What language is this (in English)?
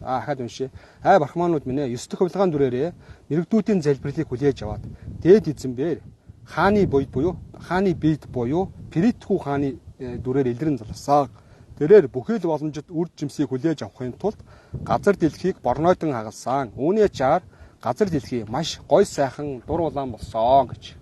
Mongolian